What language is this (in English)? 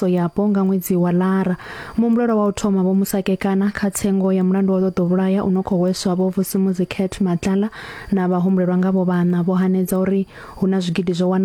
Venda